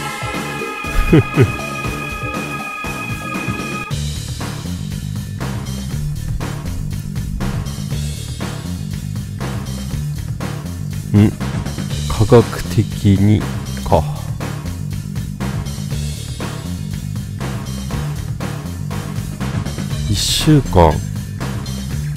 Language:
Japanese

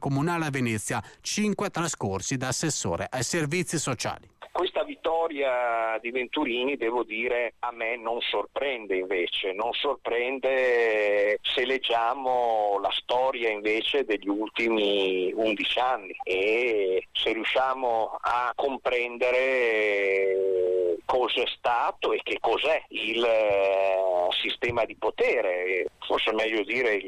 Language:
Italian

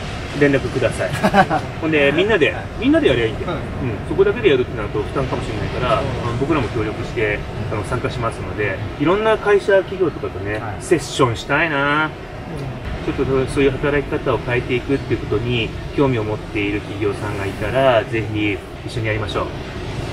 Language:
Japanese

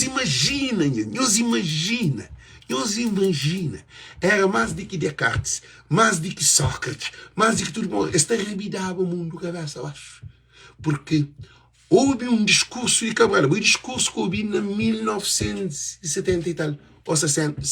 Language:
Kabuverdianu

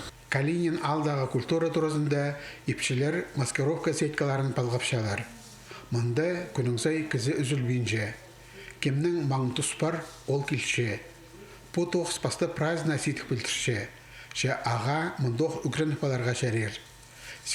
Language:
Khakas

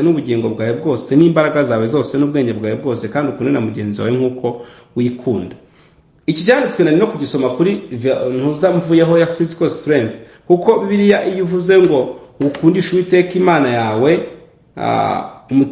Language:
Kinyarwanda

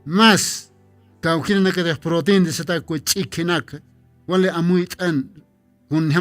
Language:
Aymara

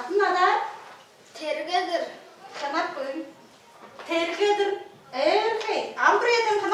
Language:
Tuvinian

